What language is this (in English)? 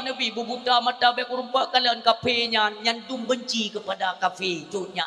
Achinese